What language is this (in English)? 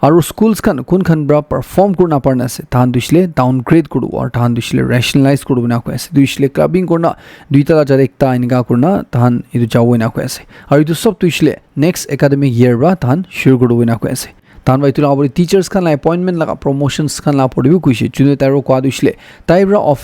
Naga Pidgin